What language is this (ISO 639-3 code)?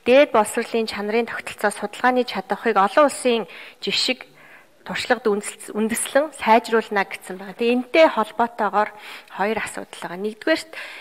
mon